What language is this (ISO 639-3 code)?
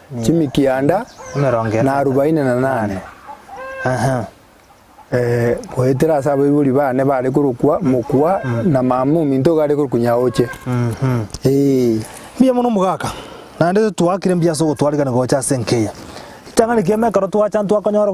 guz